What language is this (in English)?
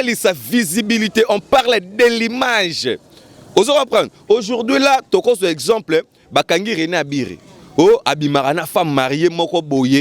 Lingala